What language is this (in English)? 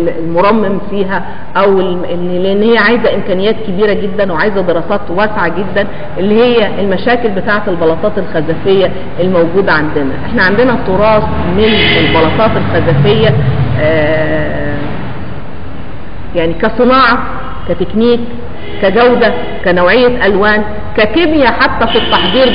Egyptian Arabic